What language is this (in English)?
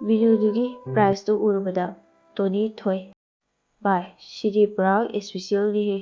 Manipuri